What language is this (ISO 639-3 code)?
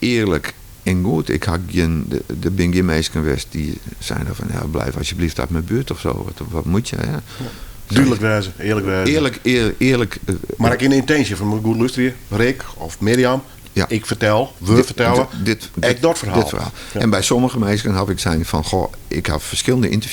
fry